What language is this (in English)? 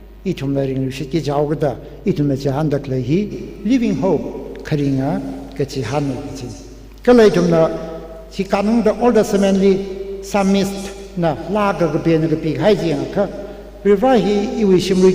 Tangkhul Naga (India)